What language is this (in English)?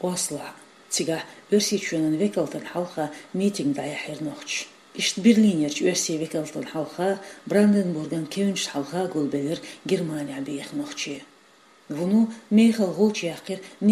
Chechen